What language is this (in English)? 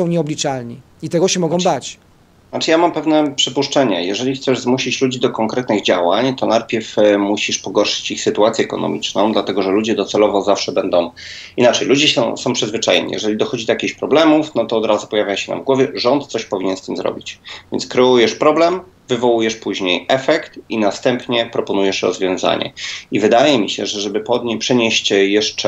Polish